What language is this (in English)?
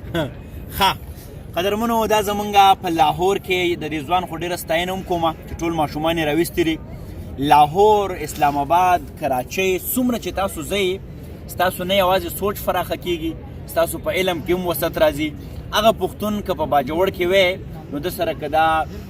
Pashto